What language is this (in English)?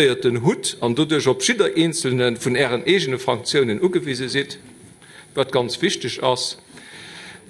Luxembourgish